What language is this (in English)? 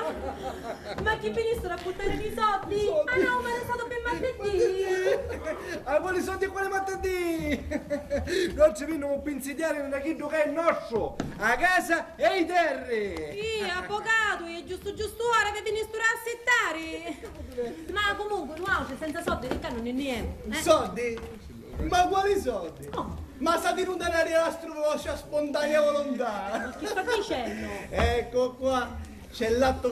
Sicilian